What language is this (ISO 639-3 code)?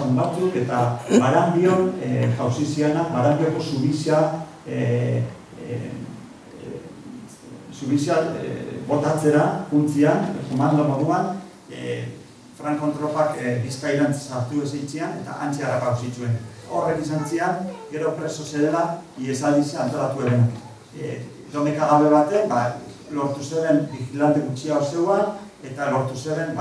eus